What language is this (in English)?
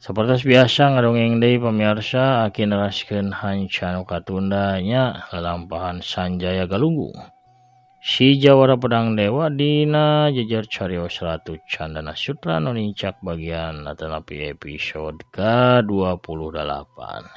Sundanese